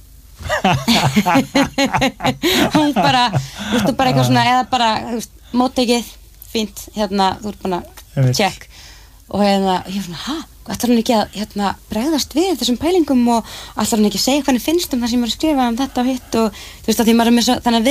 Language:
Icelandic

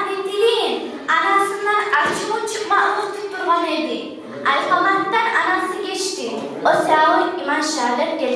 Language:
Kumyk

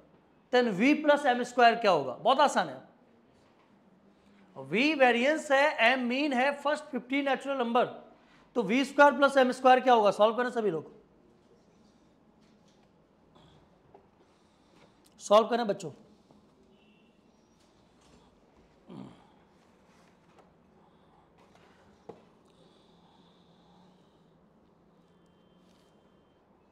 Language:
Hindi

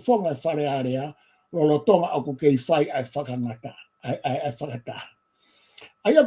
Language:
Tongan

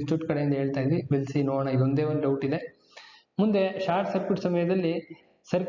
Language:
Kannada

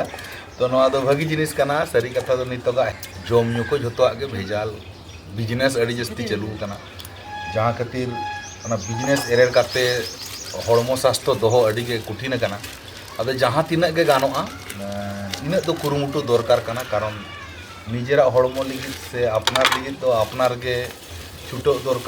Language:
Santali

